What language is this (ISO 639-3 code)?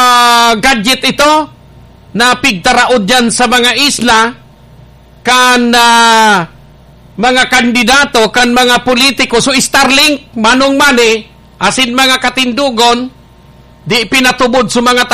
bik